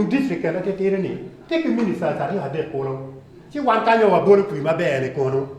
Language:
Acoli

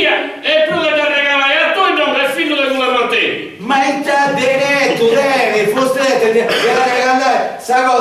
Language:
Sardinian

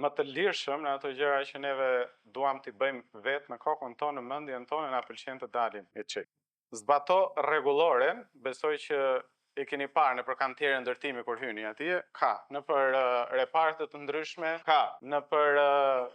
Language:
Albanian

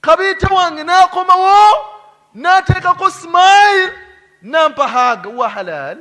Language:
Ganda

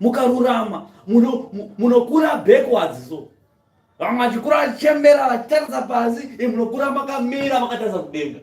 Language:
Shona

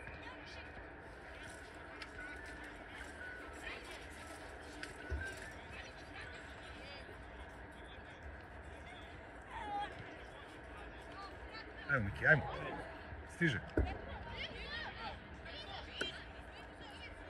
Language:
Serbian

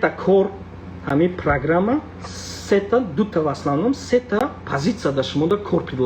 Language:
Tajik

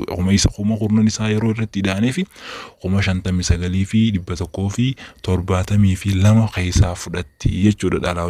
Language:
Oromo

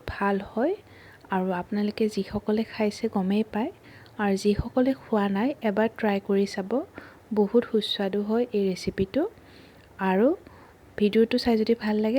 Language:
Assamese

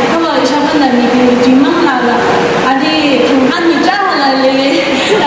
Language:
Tangkhul Naga (India)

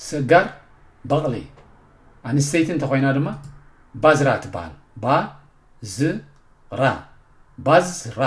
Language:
Tigrinya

